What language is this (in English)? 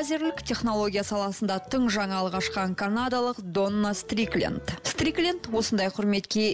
Kazakh